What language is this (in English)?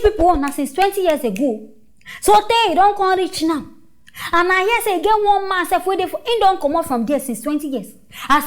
Nigerian Pidgin